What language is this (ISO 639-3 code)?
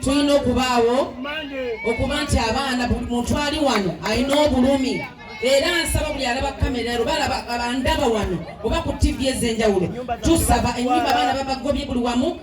lug